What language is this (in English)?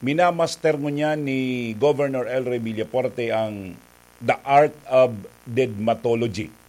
Bikol